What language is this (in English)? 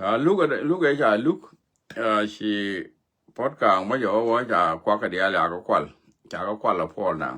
Nuer